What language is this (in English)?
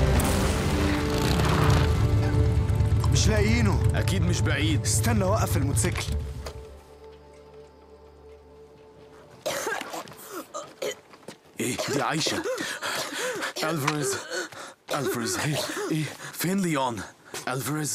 Egyptian Arabic